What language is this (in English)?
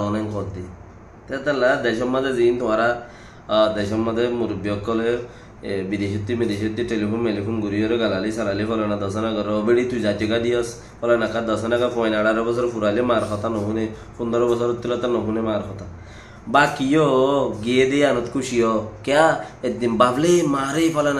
Rohingya